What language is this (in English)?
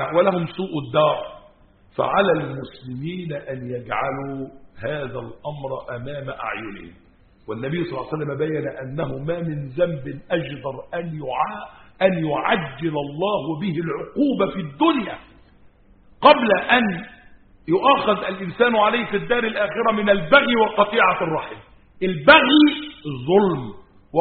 Arabic